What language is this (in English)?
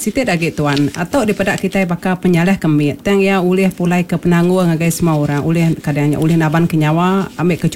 Iban